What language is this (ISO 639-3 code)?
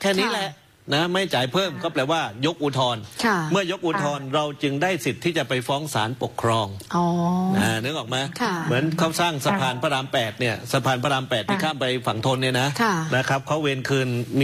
tha